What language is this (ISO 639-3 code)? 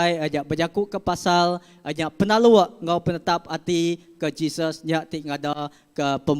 iba